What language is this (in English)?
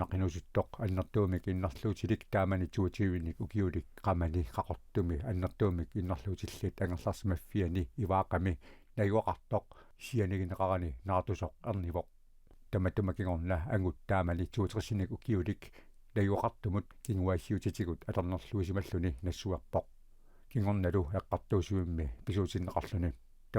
Kalaallisut